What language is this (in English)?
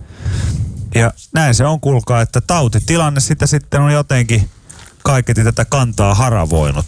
Finnish